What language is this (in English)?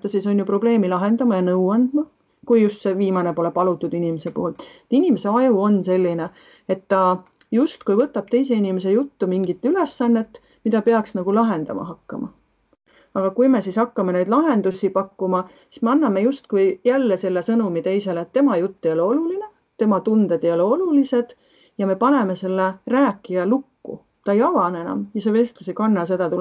Estonian